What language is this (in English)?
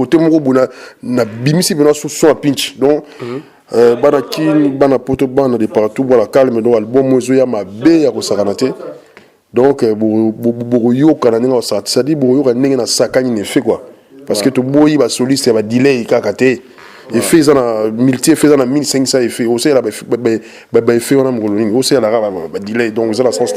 Lingala